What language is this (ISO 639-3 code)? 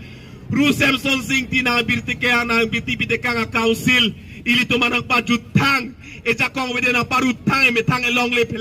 mjw